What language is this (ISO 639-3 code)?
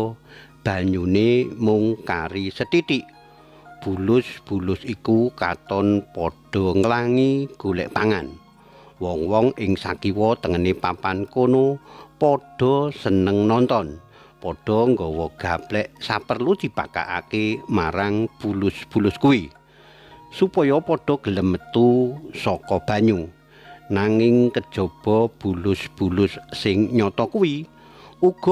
jav